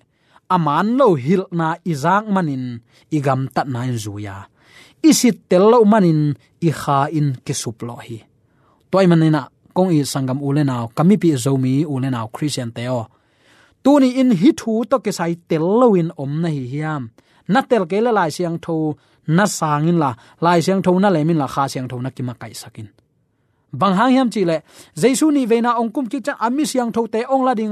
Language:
Tedim Chin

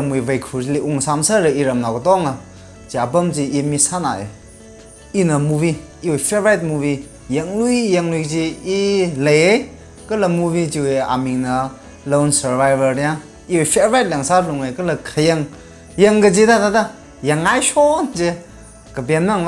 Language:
Tangkhul Naga (India)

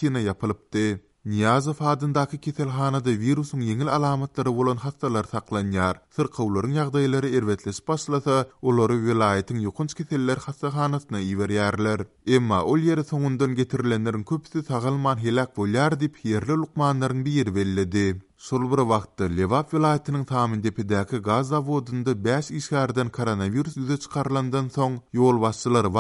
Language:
Turkmen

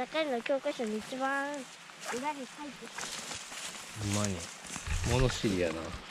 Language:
Japanese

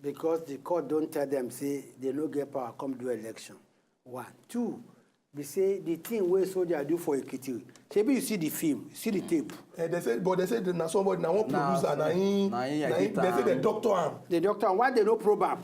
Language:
Nigerian Pidgin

